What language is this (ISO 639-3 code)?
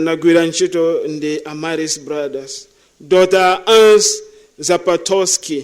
nya